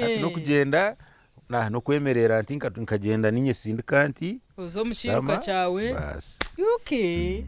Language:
Nyankole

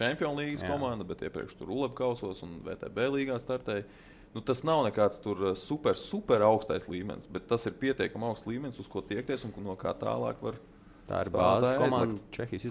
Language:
Latvian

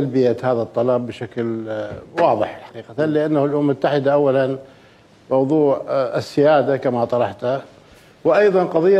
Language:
Mesopotamian Arabic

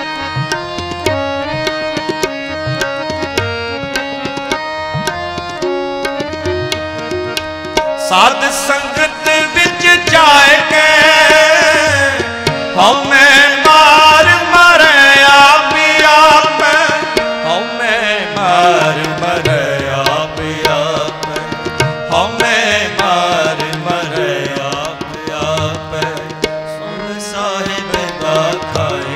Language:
Punjabi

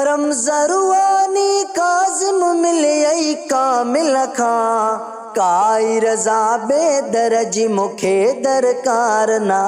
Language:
Sindhi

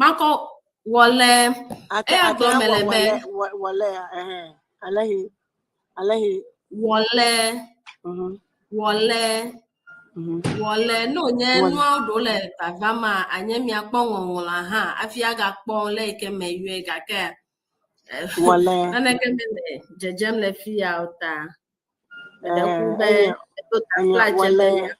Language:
Ewe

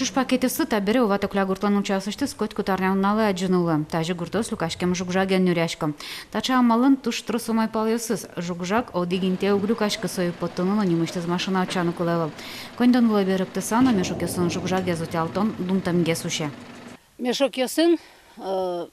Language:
Udmurt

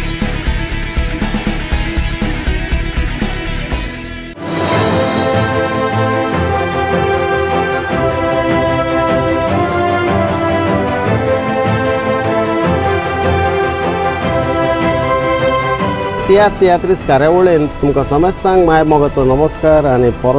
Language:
Konkani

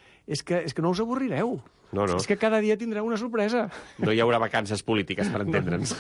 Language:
Catalan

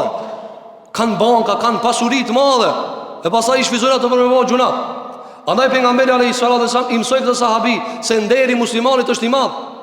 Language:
Albanian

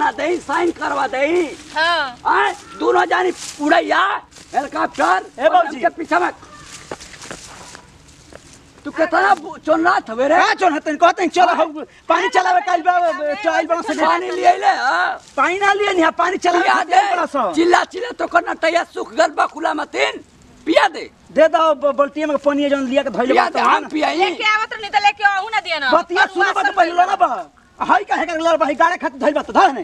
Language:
Bhojpuri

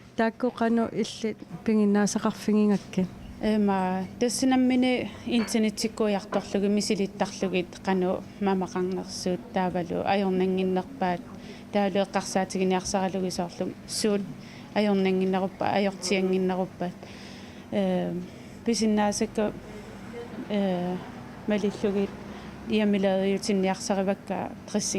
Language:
Kalaallisut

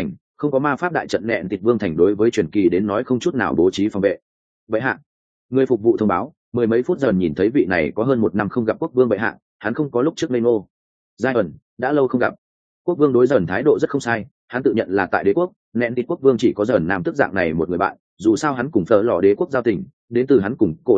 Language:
Vietnamese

